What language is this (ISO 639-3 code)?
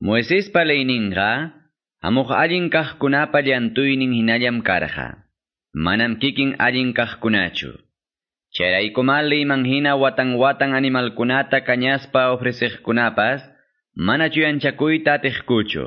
que